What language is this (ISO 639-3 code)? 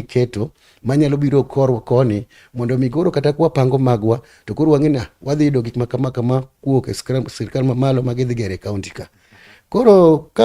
luo